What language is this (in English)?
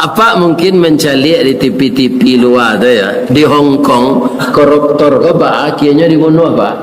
Minangkabau